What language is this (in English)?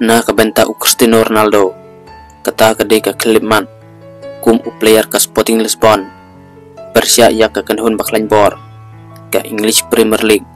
Khasi